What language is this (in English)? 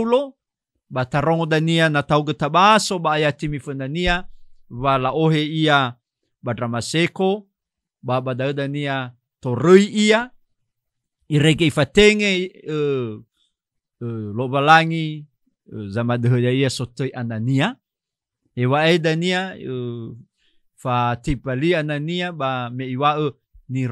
Nias